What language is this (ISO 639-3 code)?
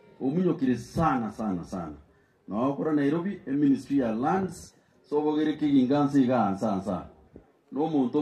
guz